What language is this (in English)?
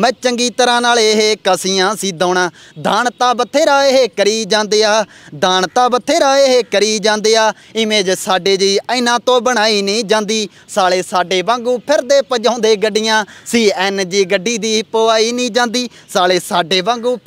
Punjabi